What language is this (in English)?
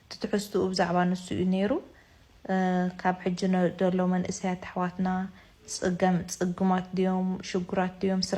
Tigrinya